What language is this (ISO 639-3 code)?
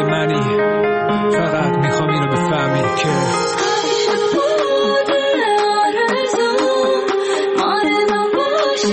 fas